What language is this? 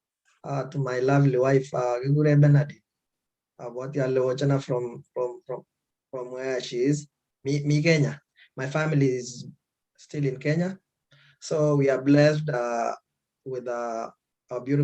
Kalenjin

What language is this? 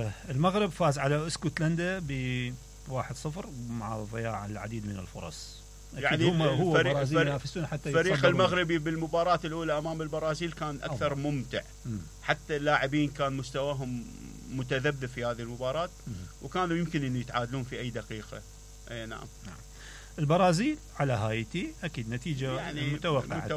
Mesopotamian Arabic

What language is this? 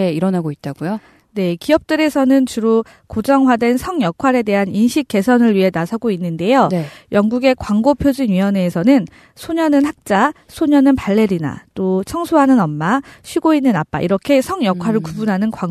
Korean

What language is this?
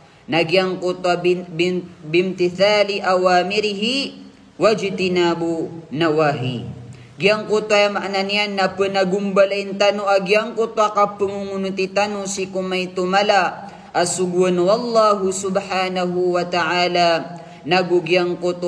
Maranao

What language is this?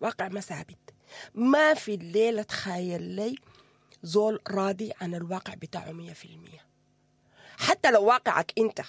Sudanese Arabic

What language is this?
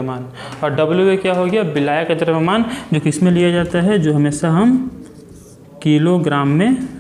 Hindi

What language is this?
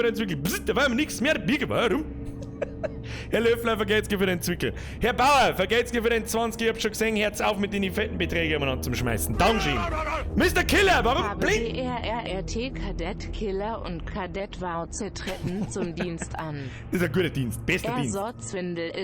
Bavarian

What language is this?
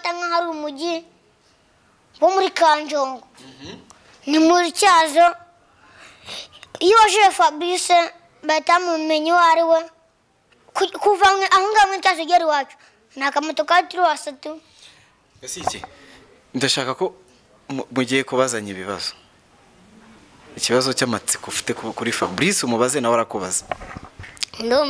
Kinyarwanda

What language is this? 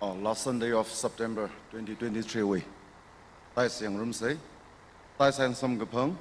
Tangkhul Naga (India)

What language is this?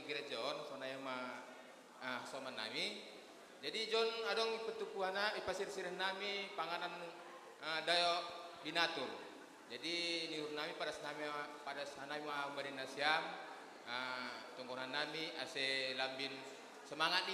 Batak Simalungun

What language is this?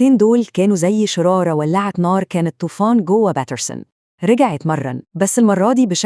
Egyptian Arabic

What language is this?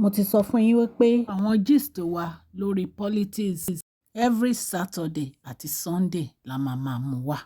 Yoruba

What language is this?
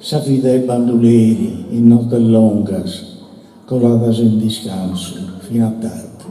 Sardinian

